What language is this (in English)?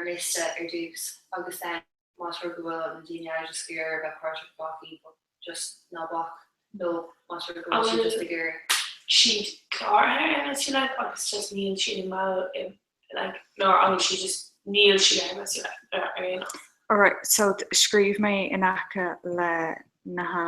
Irish